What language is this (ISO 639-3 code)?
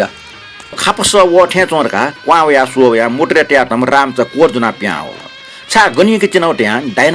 new